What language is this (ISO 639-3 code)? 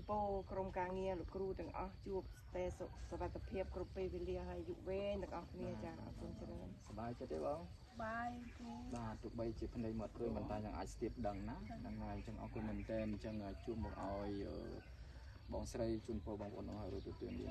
khm